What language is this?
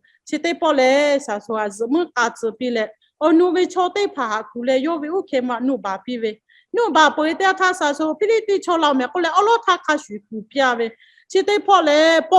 Lahu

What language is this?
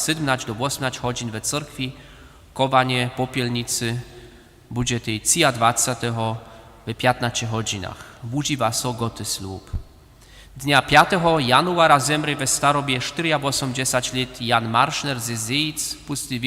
Upper Sorbian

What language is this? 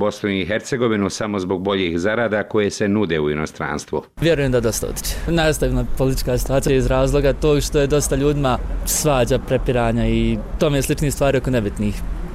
Bosnian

